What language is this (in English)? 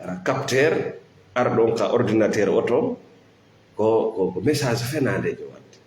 Fula